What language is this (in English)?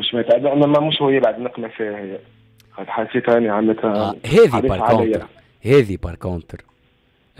Tunisian Arabic